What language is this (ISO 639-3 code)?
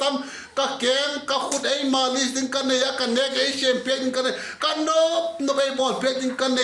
vap